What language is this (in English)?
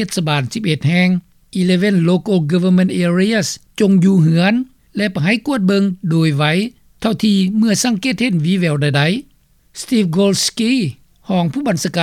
Lao